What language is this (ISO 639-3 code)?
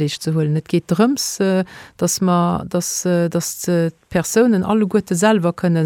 ltz